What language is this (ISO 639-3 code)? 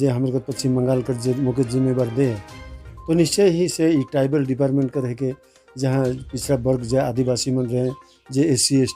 sck